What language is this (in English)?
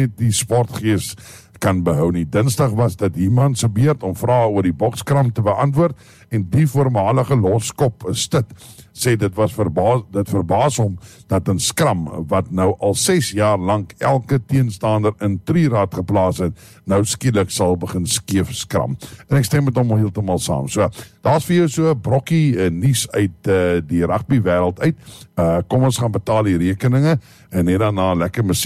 Afrikaans